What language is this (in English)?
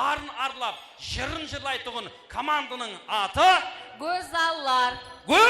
Kara-Kalpak